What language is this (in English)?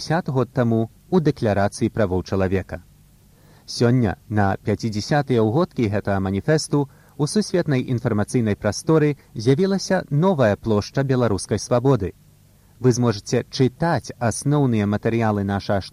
Belarusian